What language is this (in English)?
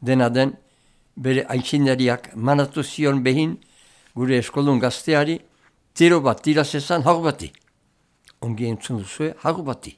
Basque